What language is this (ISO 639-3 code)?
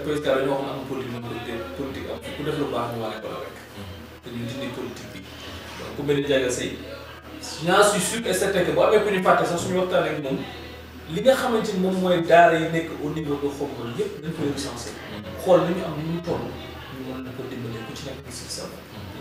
wol